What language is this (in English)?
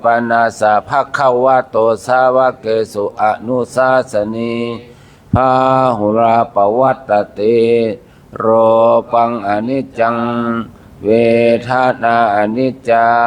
Pali